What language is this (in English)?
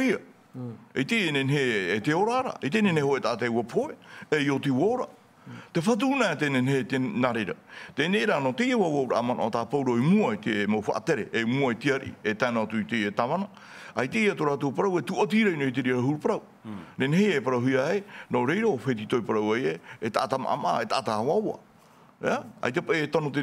Tahitian